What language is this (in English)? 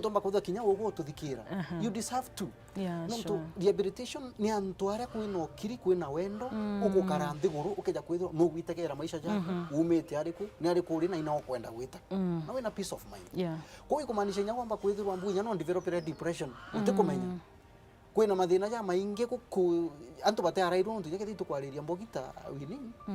Meru